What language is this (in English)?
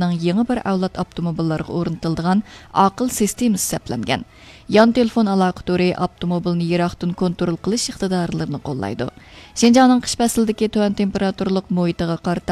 Uyghur